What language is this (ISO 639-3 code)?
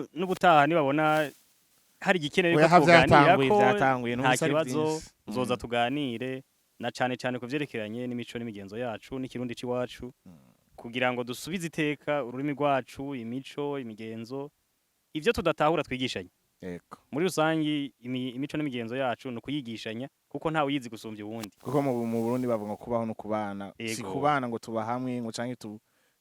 run